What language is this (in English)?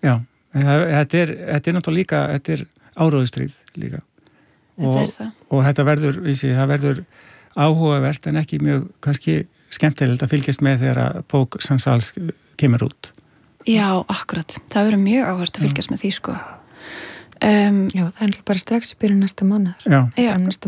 Icelandic